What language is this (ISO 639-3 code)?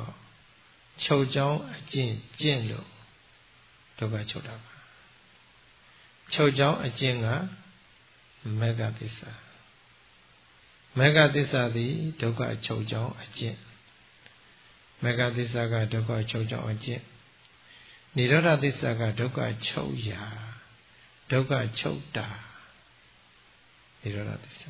mya